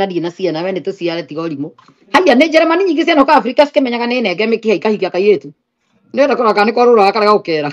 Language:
Kikuyu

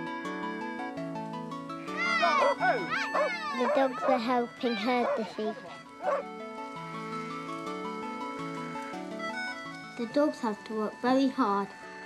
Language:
English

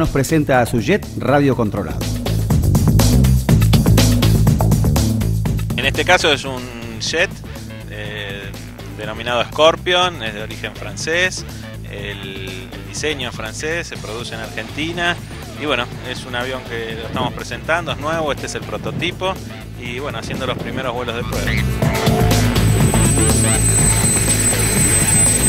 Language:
Spanish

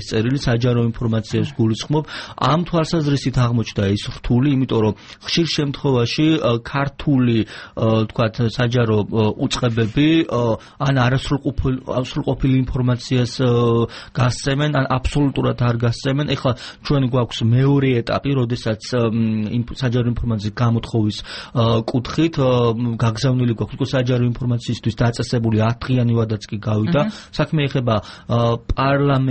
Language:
Georgian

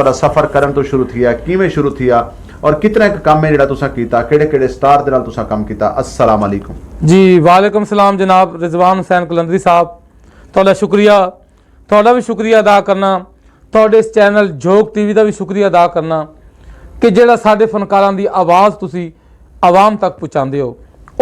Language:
Saraiki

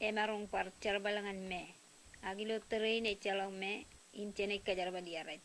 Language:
Marshallese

